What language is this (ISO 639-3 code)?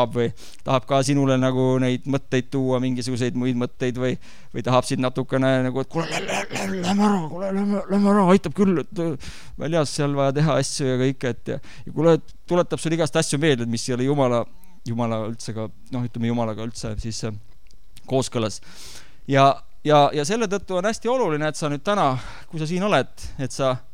est